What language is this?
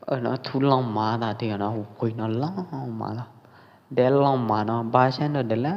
Pwo Eastern Karen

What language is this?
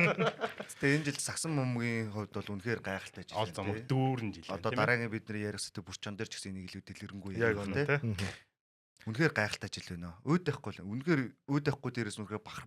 Mongolian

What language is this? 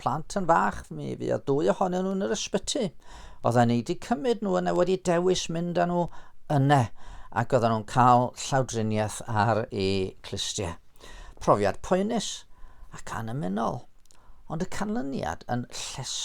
Welsh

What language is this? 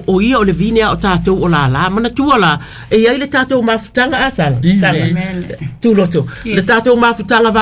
Samoan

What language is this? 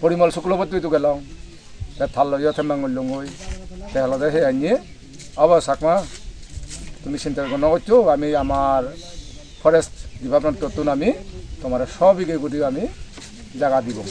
Chakma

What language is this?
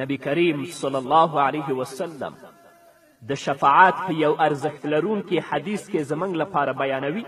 Pashto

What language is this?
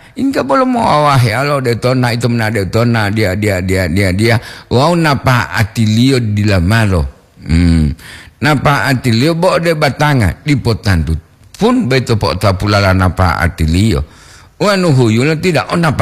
Gorontalo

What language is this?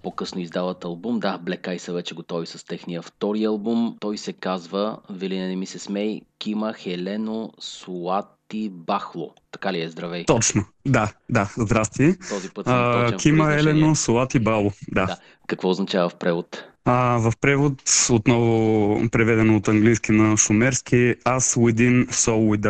Bulgarian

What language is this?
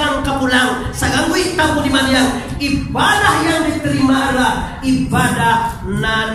Minangkabau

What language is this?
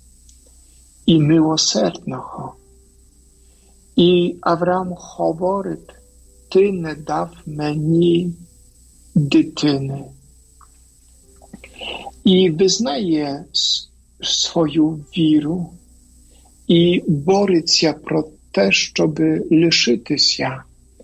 Ukrainian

